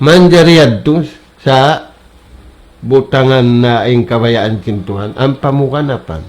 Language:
Tausug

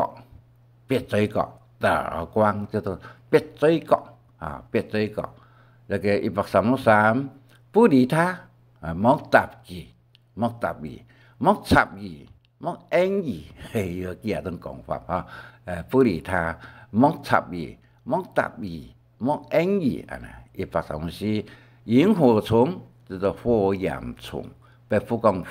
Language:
Hakka Chinese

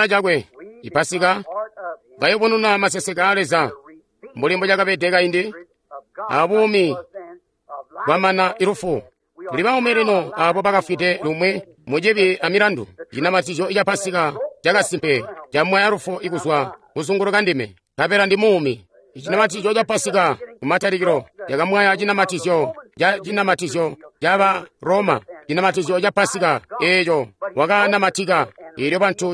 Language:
Tonga (Zambia)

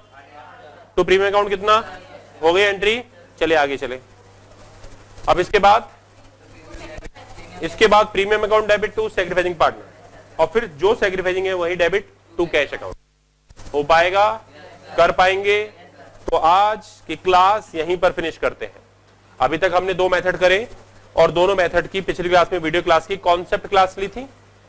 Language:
Hindi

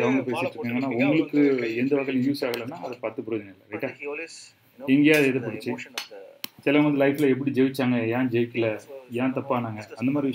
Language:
Tamil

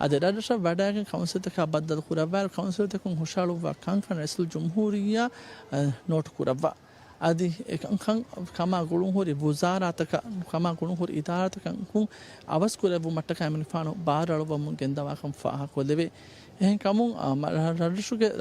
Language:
Divehi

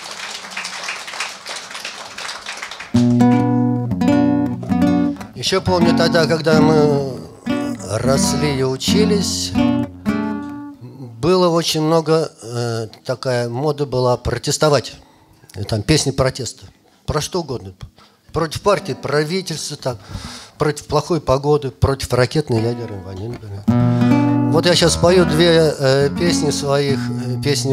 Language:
Russian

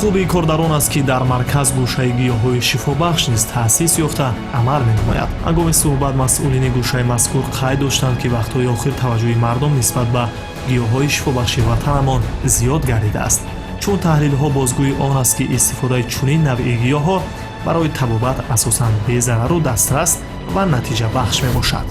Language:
Tajik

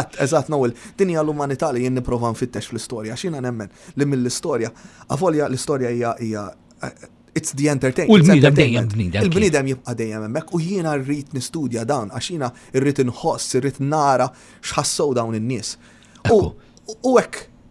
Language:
Maltese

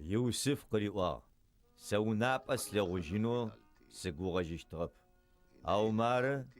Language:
Adyghe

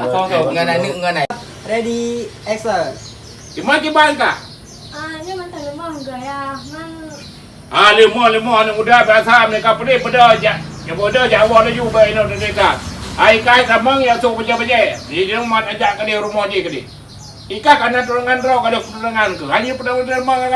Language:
Achinese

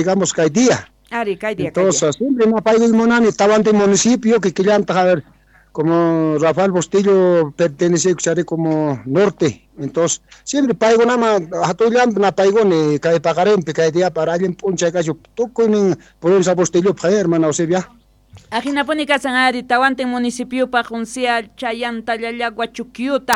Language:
South Bolivian Quechua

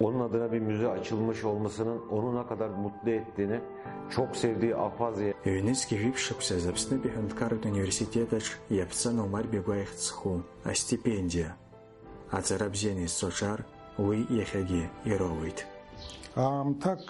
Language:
Abkhazian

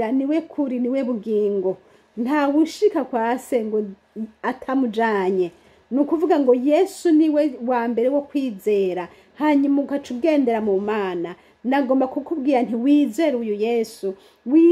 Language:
Rundi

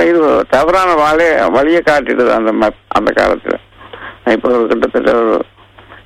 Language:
Tamil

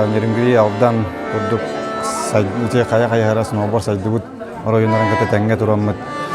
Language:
Yakut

